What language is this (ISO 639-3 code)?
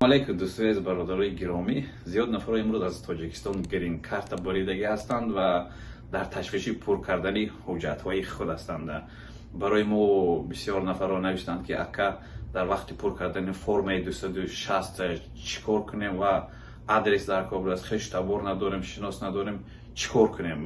tgk